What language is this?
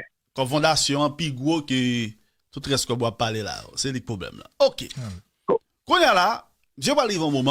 Haitian Creole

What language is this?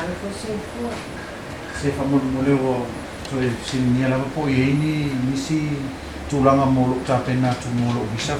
Samoan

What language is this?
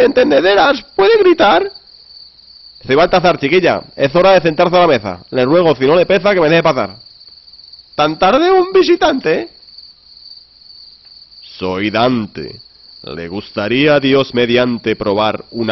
Spanish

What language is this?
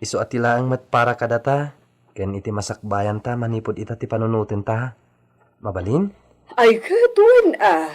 Iloko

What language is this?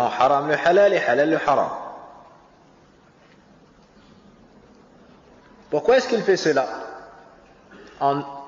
French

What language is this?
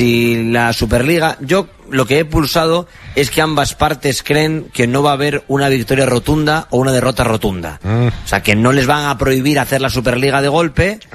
Spanish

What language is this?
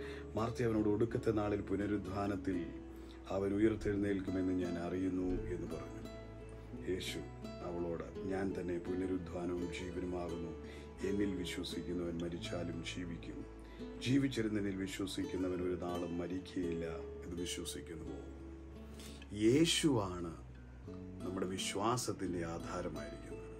Malayalam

